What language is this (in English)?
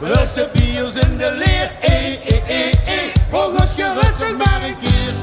Limburgish